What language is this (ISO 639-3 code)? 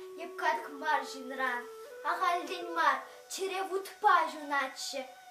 chv